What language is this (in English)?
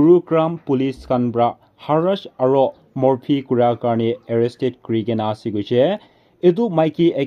Naga Pidgin